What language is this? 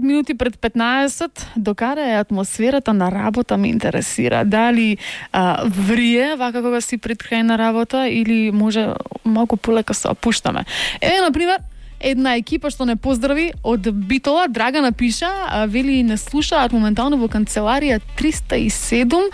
Macedonian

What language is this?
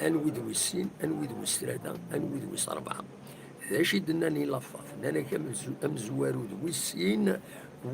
Kabyle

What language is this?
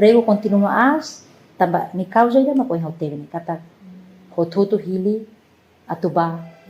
Tetum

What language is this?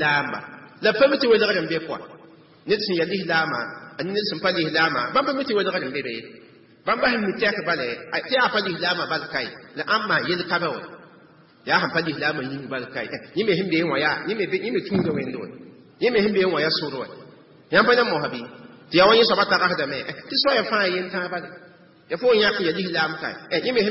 Mossi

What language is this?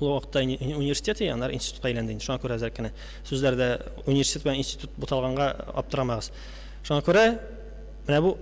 Tatar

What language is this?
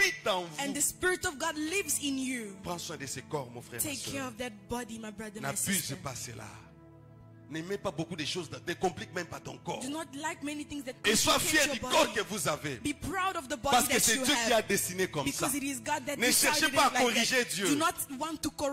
French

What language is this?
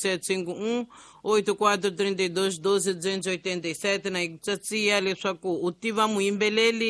Tsonga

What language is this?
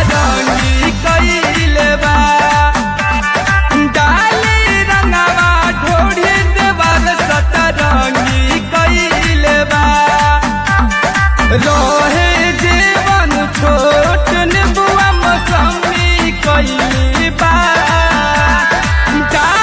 Bhojpuri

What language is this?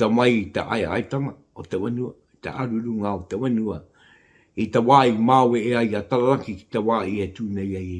Māori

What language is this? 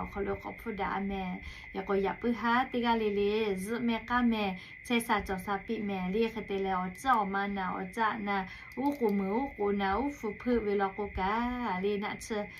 Lahu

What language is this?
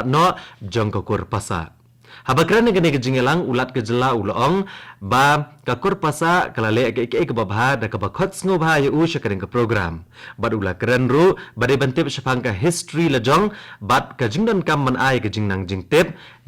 Khasi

